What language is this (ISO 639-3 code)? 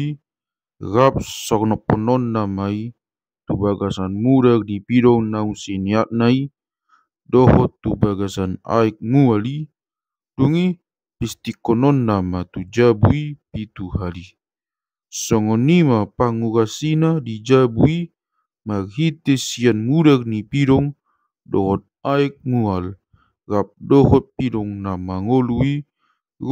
bbc